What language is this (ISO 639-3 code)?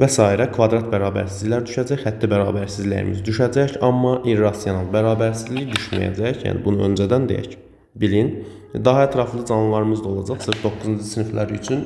aze